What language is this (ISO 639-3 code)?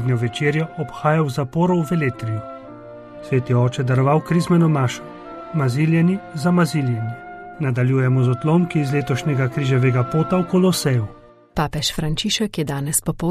slv